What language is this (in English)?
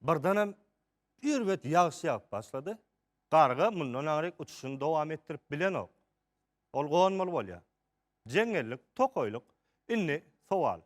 Turkmen